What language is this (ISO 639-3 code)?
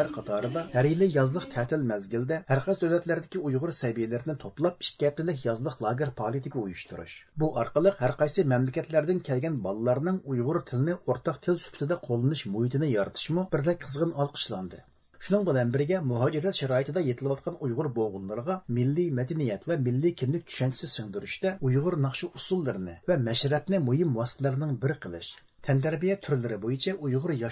uig